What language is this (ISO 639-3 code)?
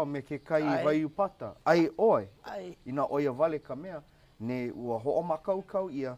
haw